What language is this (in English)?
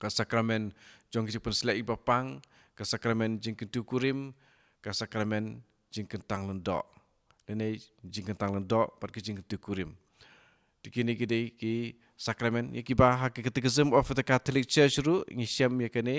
Khasi